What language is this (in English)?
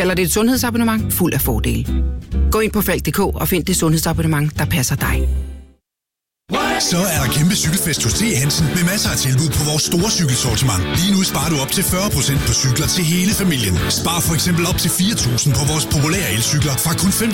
Danish